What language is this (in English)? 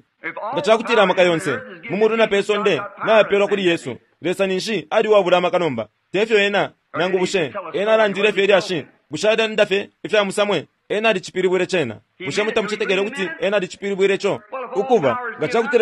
Bemba